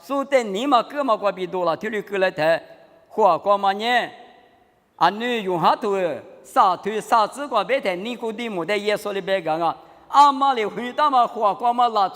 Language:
Lisu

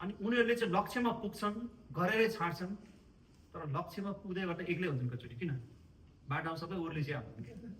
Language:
Nepali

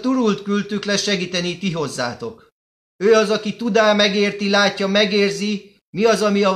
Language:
Hungarian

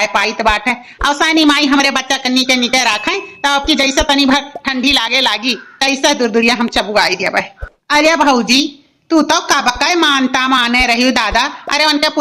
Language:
Awadhi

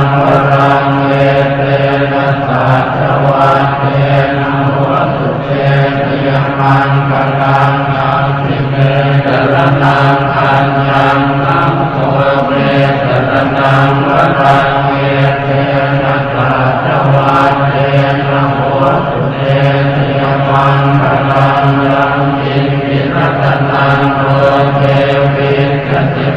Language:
Pali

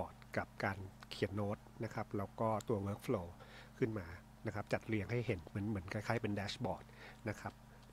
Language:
Thai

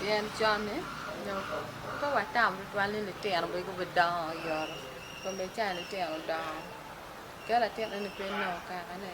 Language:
Acoli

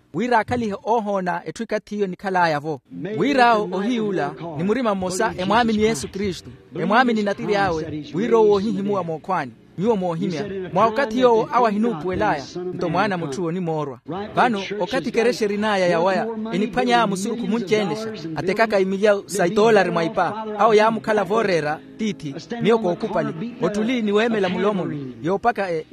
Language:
Makhuwa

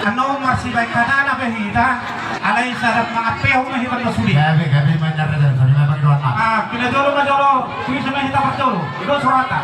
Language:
Batak Toba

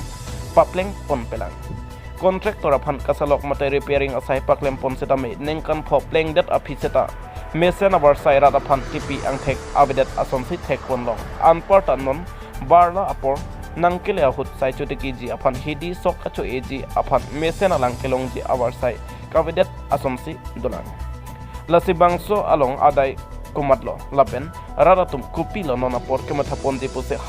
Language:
Karbi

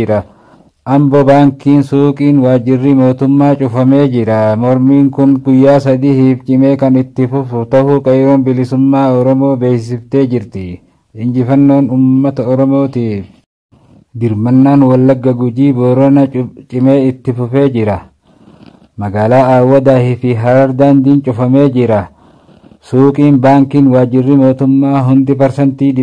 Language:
Oromo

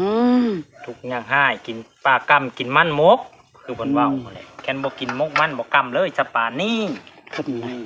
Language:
Northeastern Thai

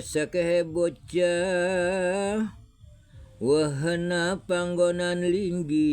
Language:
Sundanese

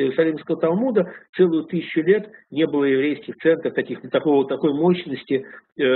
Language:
Russian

